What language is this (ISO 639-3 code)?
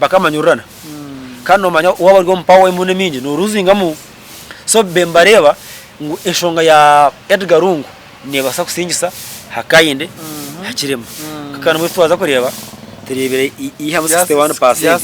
nyn